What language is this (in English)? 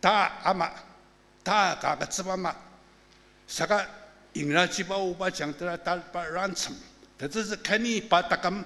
Ao Naga